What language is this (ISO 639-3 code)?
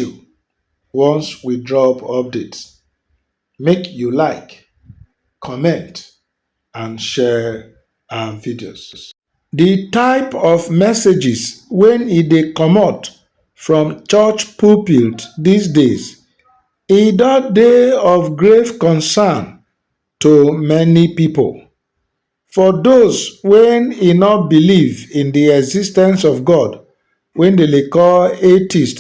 pcm